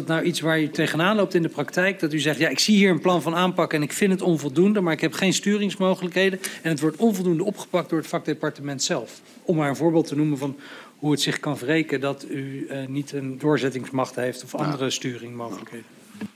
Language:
Dutch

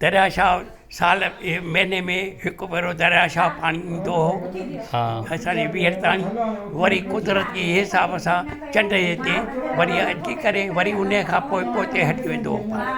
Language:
Sindhi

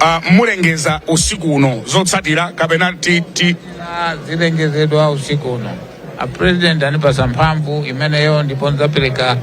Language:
Nyanja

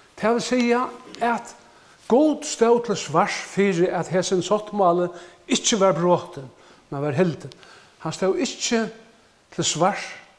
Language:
Faroese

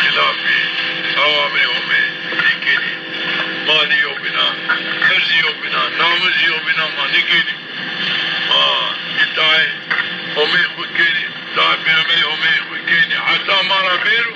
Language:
Zaza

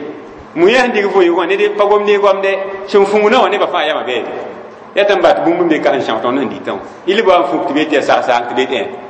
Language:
Mossi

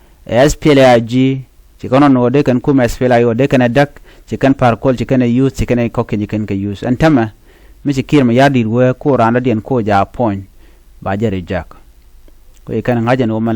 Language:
Nuer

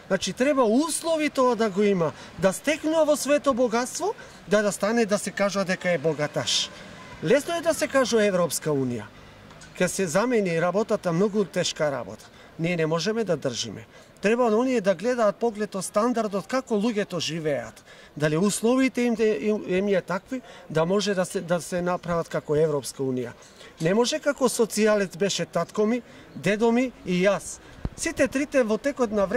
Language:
Macedonian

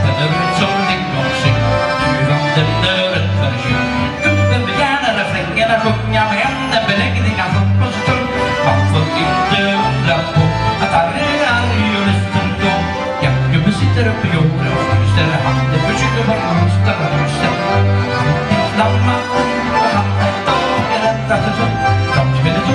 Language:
Swedish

